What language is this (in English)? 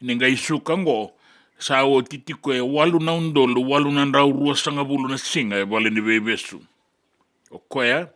Fijian